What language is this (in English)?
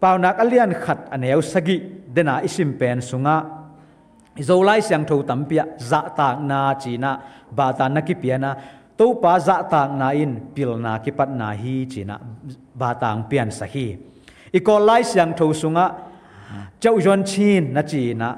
Tedim Chin